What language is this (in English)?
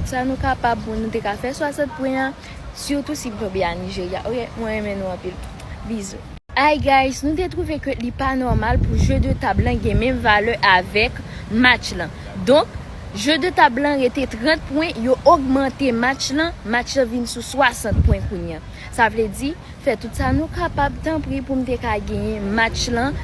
Haitian Creole